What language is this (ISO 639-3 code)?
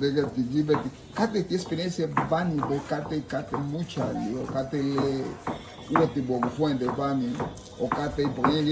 cab